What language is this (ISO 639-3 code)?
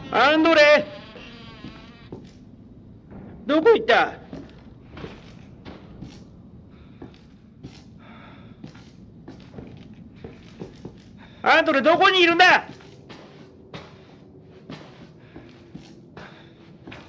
jpn